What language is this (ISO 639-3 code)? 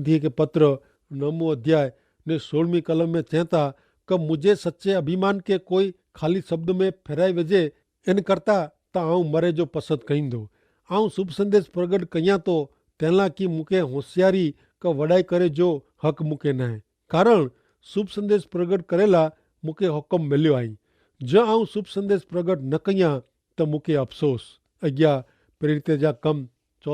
kfr